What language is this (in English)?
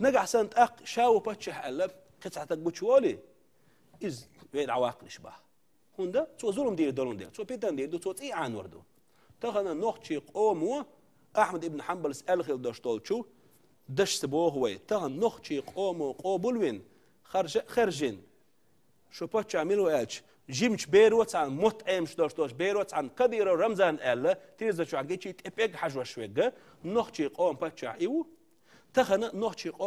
Chechen